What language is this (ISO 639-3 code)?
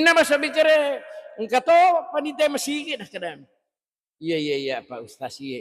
bug